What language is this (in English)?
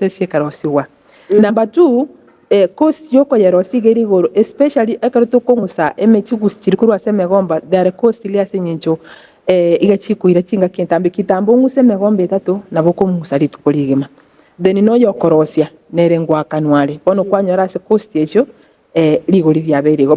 Gusii